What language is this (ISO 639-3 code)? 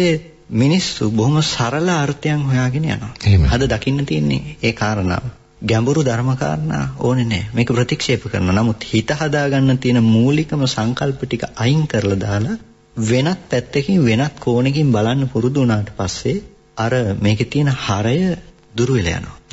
sin